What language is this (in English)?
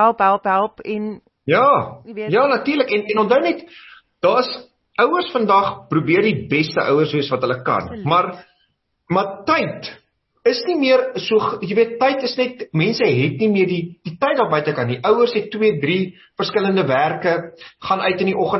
Afrikaans